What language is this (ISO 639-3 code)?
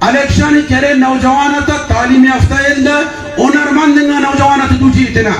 brh